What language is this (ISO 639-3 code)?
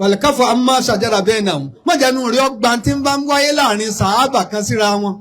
yor